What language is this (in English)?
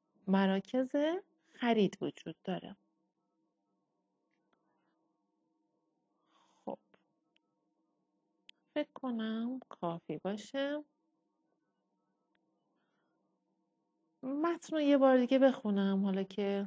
Persian